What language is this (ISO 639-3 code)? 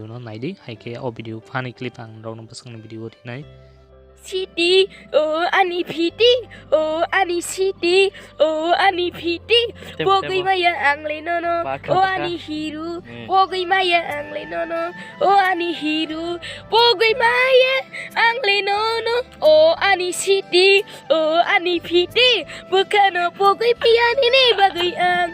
trp